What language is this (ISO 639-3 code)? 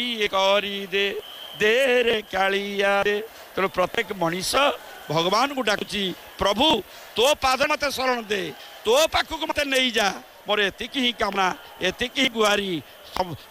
ori